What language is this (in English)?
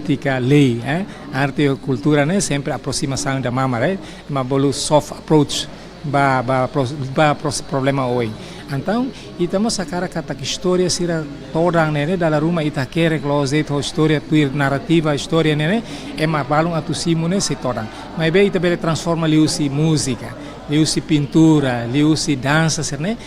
Tetum